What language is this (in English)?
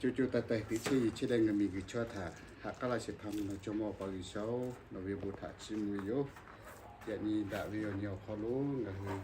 Lahu